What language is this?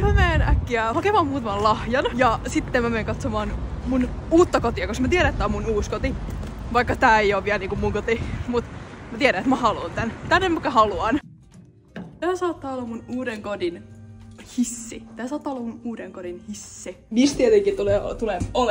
Finnish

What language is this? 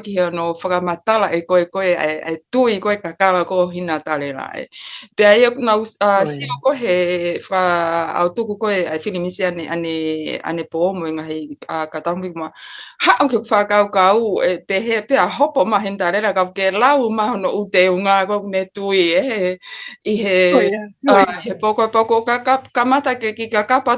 Tongan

